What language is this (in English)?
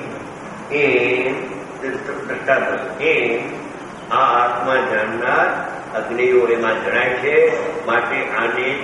Gujarati